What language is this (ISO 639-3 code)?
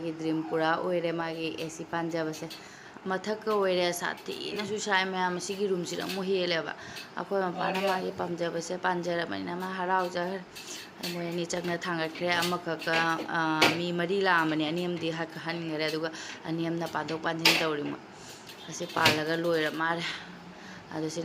mni